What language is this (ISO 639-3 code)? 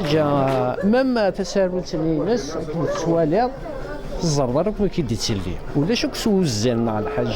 kab